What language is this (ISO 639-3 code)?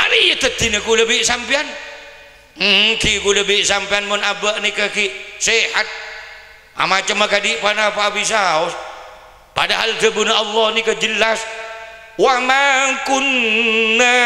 mad